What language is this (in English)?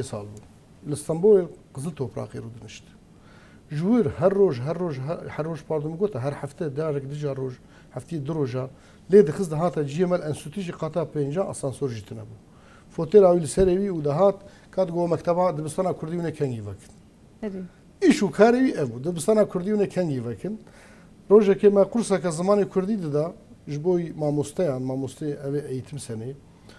Kurdish